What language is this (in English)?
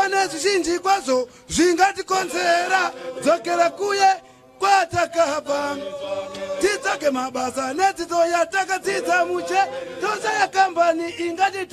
Shona